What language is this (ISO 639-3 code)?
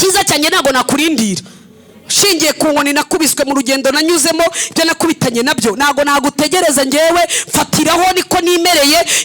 kin